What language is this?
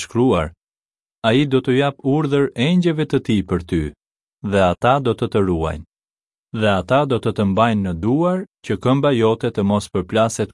Albanian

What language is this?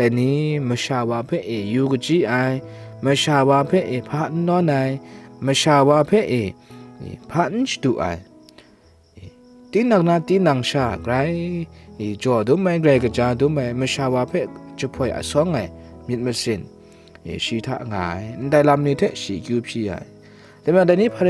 Kachin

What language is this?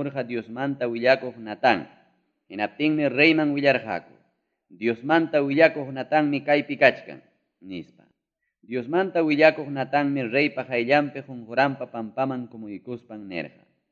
Ayacucho Quechua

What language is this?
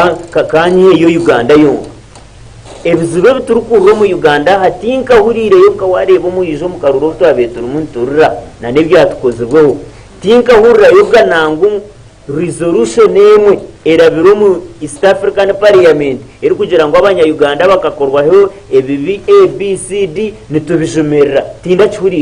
Nyankole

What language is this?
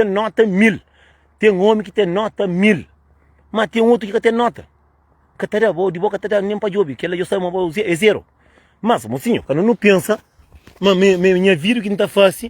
Kabuverdianu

